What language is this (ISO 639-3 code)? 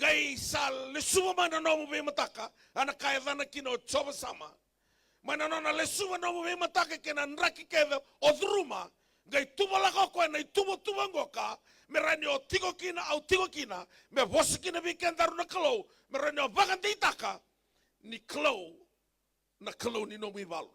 fij